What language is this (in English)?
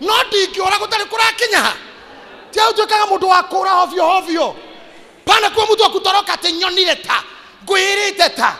Kikuyu